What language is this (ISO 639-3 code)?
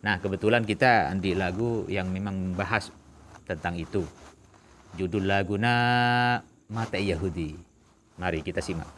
mad